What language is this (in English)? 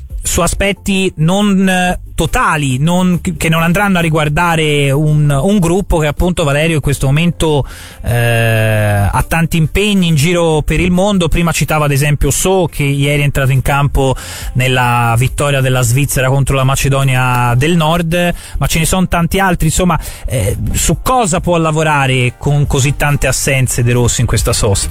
Italian